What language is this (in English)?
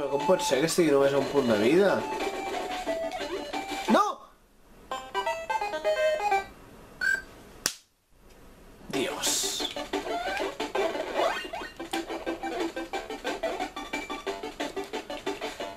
Catalan